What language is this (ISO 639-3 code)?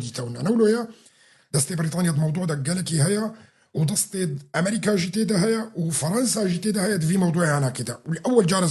kur